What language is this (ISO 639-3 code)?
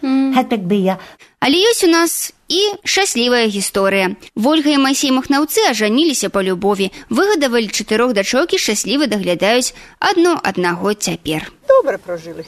bel